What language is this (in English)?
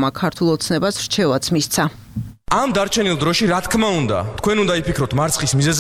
Georgian